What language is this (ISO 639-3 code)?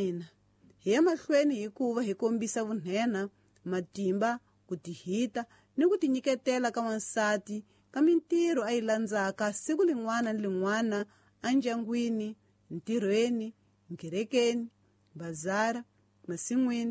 tso